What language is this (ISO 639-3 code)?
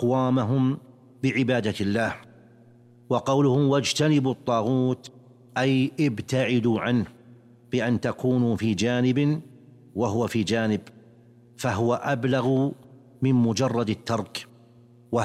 ara